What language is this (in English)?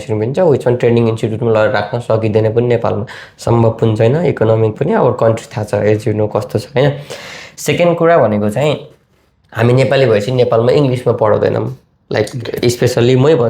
Nepali